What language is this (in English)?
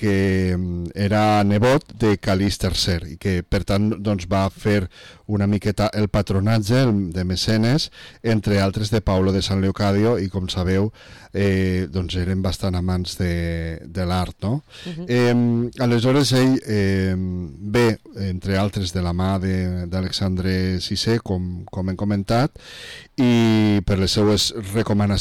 Catalan